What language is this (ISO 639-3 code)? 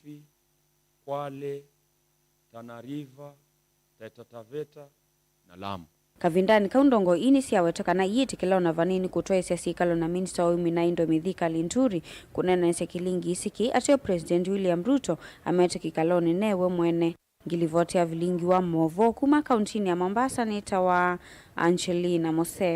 kam